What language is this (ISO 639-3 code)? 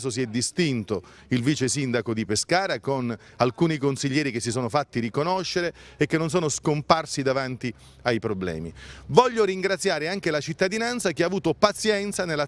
ita